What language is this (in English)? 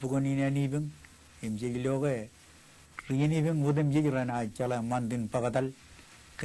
Marshallese